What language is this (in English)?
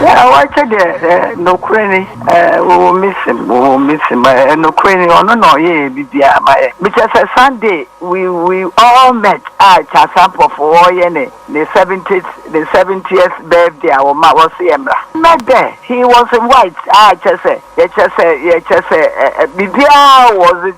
Akan